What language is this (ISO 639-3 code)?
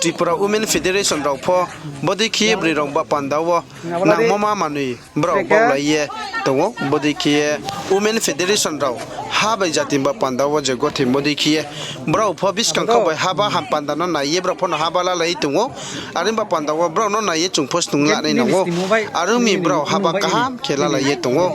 ria